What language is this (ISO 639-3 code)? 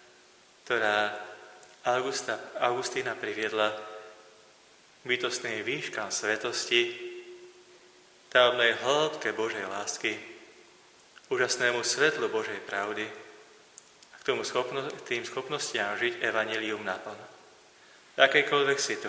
slk